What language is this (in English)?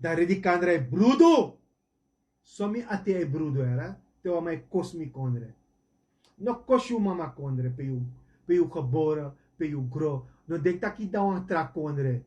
Sranan Tongo